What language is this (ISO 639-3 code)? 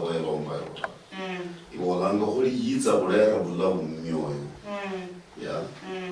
luy